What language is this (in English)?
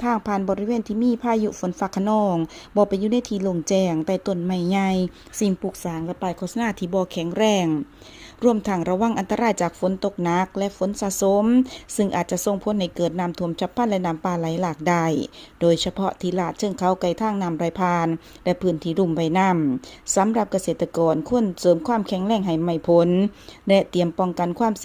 Lao